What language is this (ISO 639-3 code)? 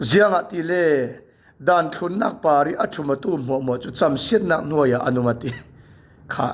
cfm